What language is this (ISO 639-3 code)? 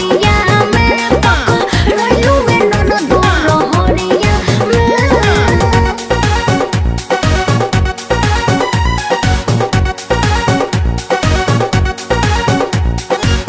bho